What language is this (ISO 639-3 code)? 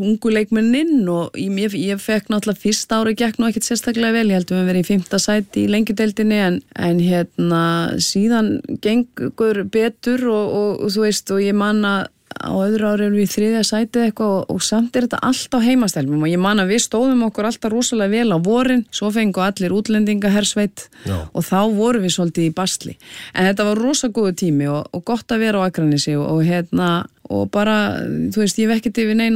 isl